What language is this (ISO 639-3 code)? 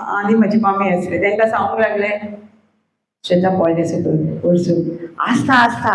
kok